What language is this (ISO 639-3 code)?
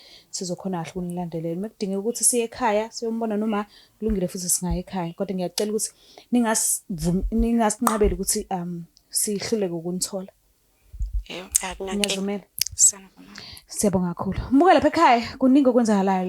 zul